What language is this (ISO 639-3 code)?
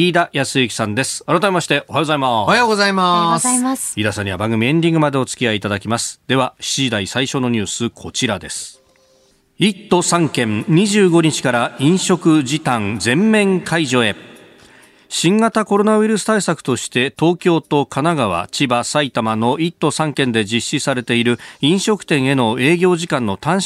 jpn